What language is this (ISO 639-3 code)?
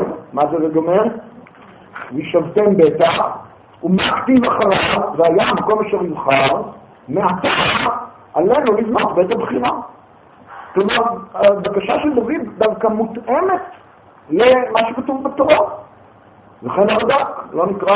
heb